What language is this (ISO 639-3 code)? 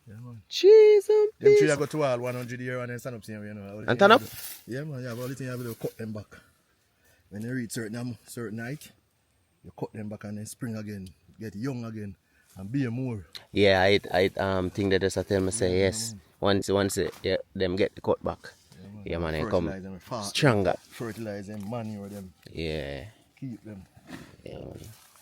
jam